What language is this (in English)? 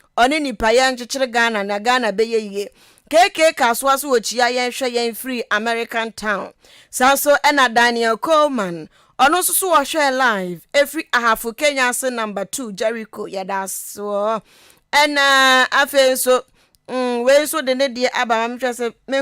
Akan